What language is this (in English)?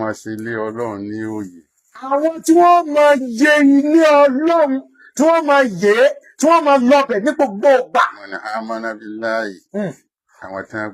Yoruba